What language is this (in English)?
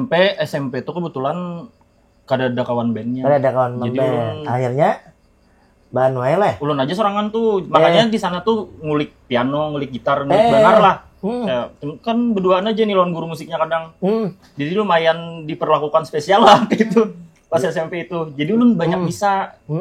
Banjar